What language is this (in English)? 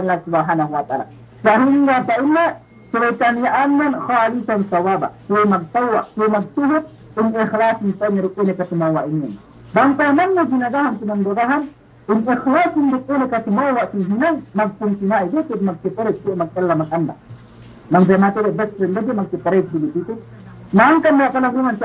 Yakan